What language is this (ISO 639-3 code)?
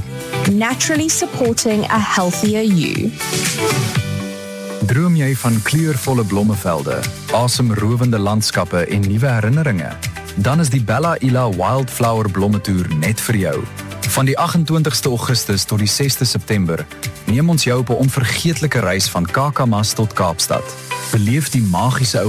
afr